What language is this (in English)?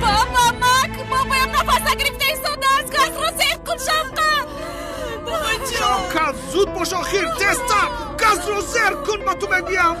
Tajik